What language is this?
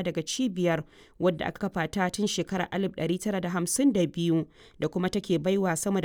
Hausa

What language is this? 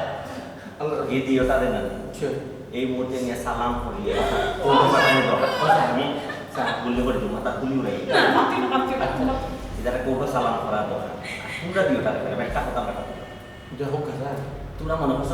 Sylheti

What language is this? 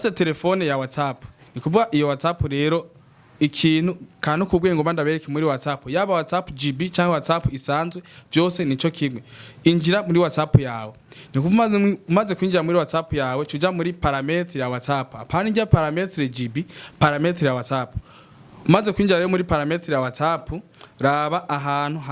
Rundi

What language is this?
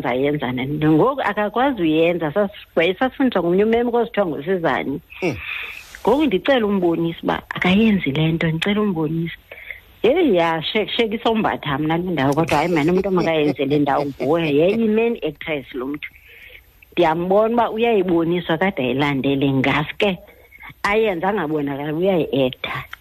Xhosa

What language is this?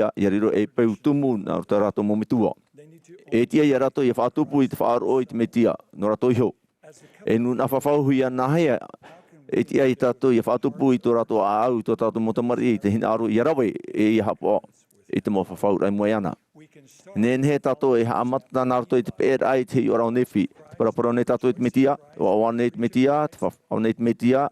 Tahitian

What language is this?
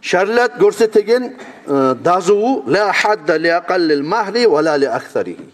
Kumyk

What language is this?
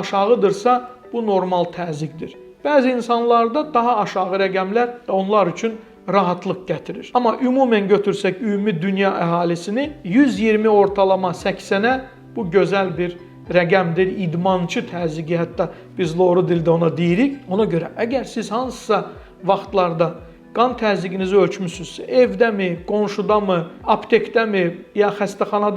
Azerbaijani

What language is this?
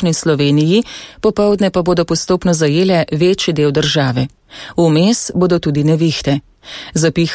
Slovenian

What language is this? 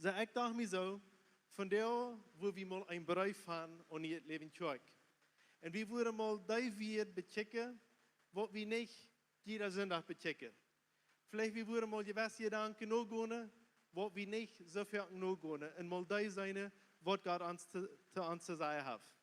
Plautdietsch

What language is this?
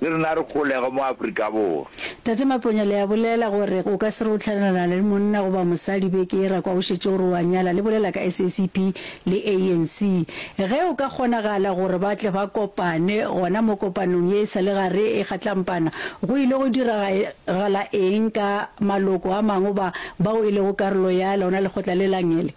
Northern Sotho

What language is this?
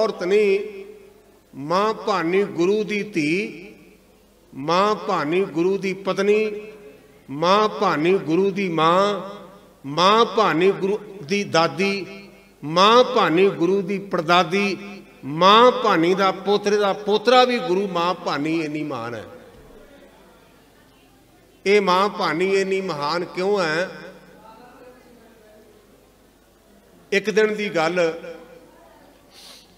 Punjabi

